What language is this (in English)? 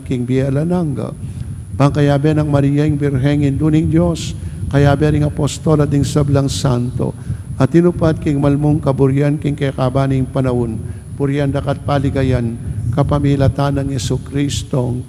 Pampanga